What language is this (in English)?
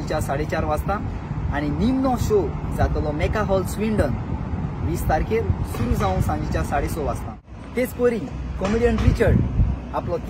Konkani